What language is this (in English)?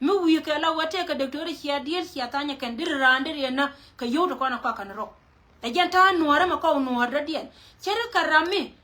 Nuer